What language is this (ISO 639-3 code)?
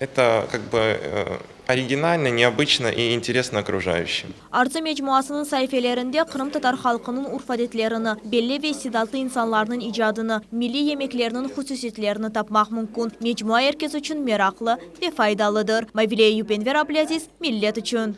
crh